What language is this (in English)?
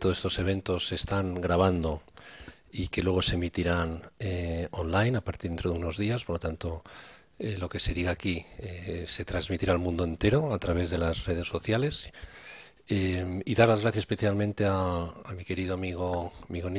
Spanish